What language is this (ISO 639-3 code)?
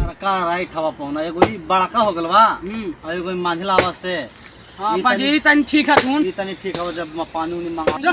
mag